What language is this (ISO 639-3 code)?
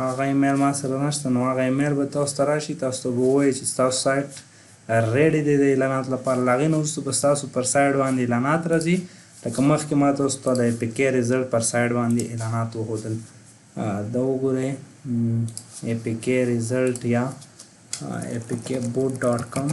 pus